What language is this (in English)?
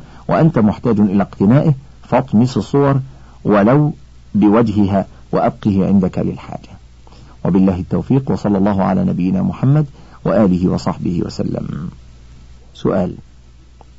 Arabic